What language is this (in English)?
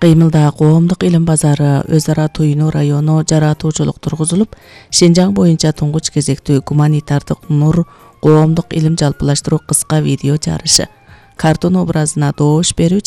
Kyrgyz